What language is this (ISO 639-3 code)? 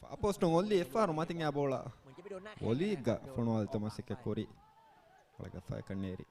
div